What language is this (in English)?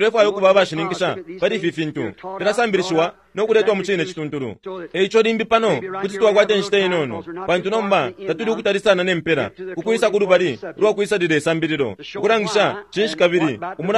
Bemba